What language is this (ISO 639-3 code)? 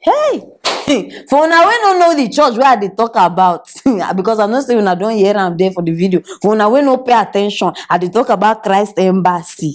pcm